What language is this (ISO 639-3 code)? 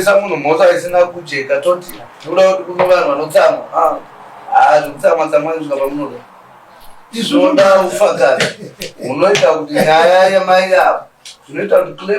sna